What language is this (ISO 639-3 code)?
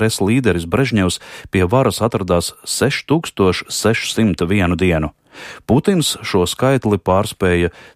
lav